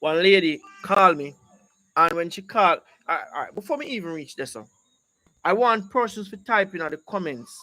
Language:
Jamaican Creole English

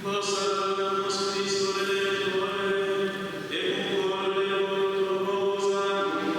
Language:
Sardinian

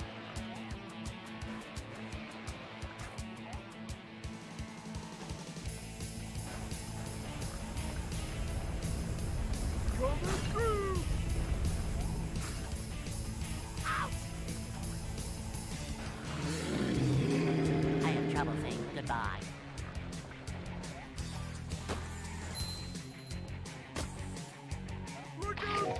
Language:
English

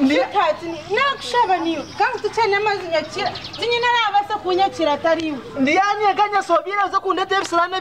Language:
Nyankole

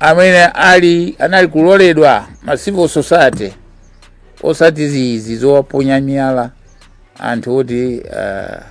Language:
Nyanja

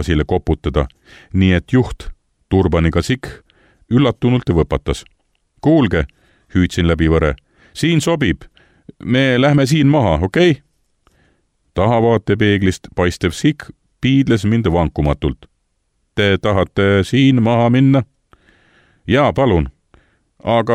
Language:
Estonian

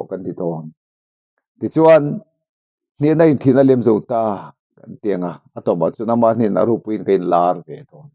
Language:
Mizo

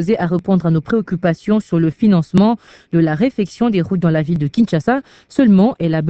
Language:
French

